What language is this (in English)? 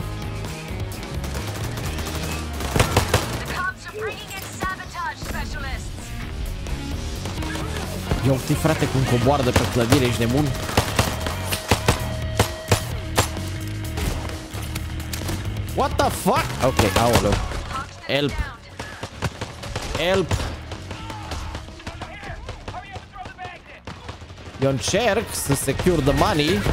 Romanian